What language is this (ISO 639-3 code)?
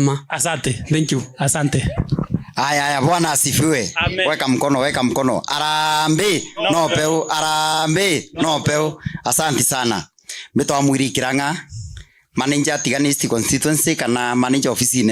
mer